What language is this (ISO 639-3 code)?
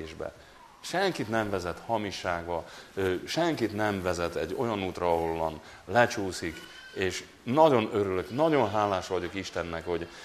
hun